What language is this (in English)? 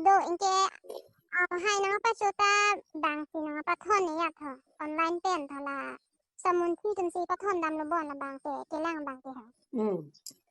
Karbi